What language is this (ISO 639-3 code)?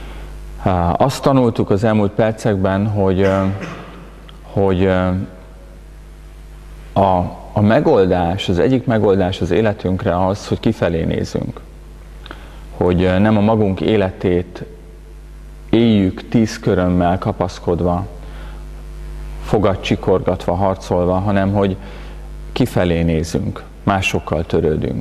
hun